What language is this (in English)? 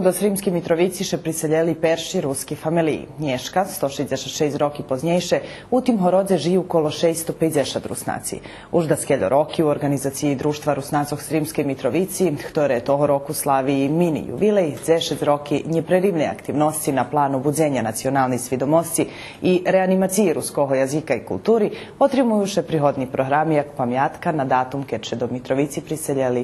Rusyn